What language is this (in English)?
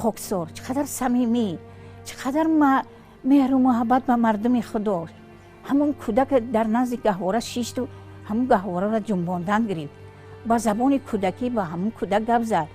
Tajik